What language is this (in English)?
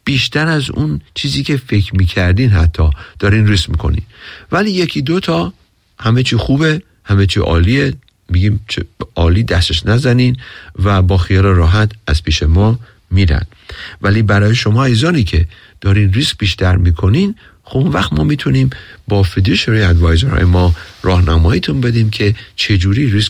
Persian